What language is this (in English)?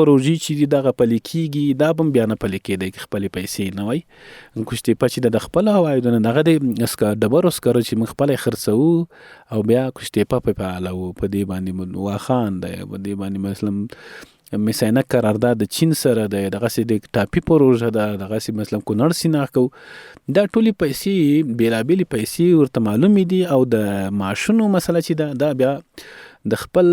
Pashto